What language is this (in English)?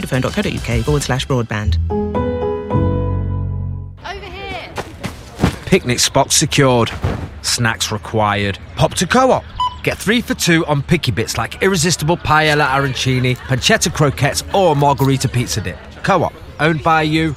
English